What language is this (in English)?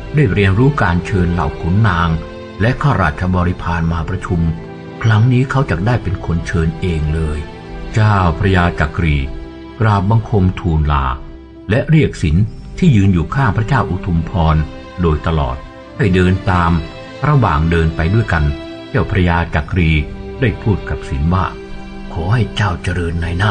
Thai